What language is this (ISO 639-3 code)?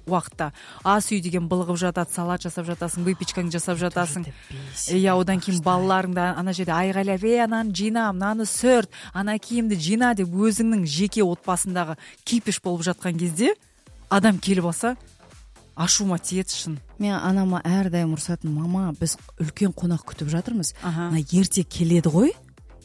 kaz